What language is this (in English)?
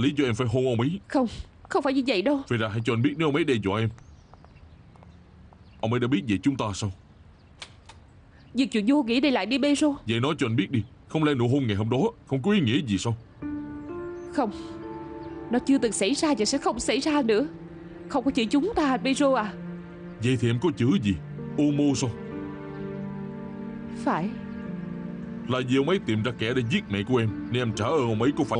Vietnamese